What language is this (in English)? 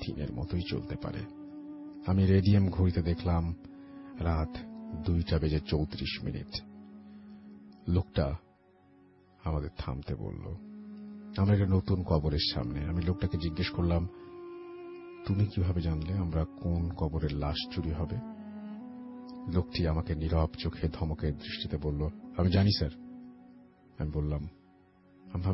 Bangla